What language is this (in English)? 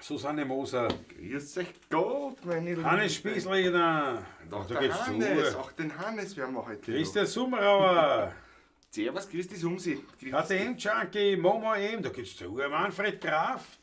Bavarian